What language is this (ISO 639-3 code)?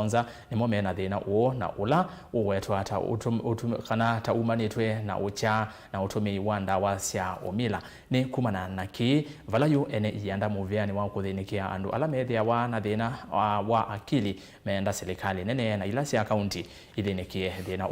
kam